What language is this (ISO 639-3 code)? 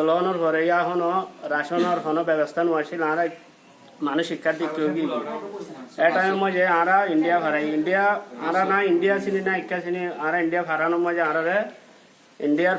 rhg